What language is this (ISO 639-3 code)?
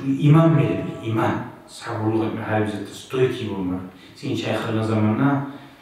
kum